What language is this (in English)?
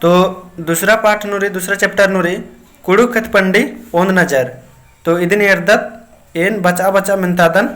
Kurukh